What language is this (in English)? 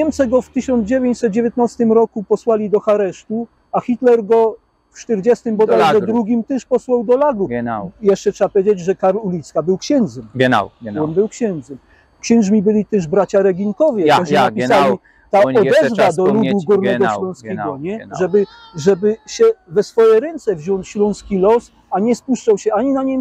Silesian